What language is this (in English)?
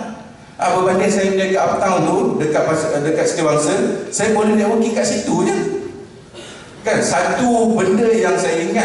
Malay